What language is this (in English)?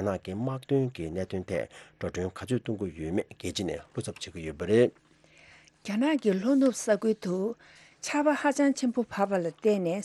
Tibetan